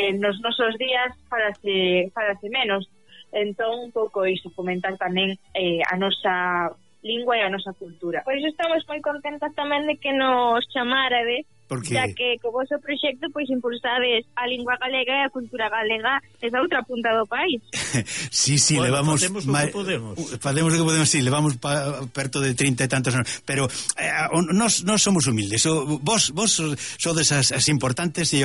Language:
Galician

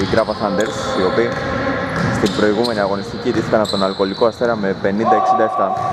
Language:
Greek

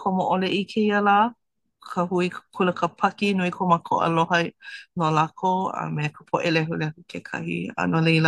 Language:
Hawaiian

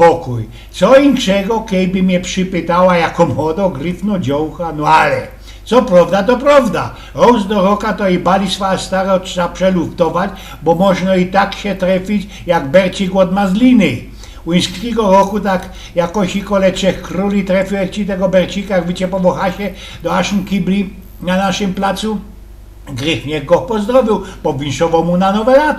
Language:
Silesian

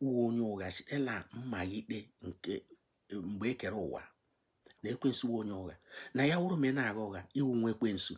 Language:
Igbo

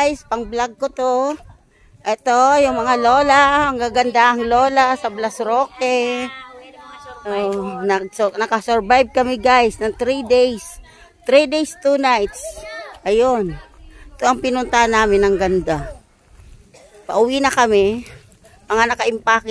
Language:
Filipino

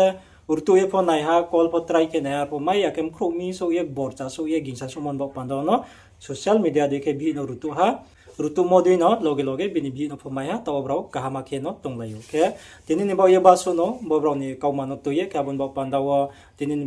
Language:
Riang (India)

